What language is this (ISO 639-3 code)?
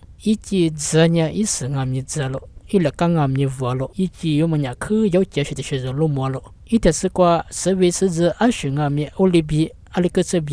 lis